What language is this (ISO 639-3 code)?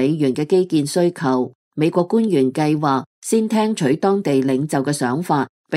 yue